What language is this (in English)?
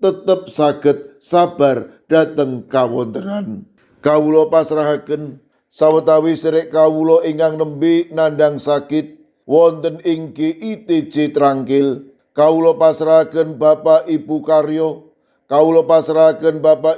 Javanese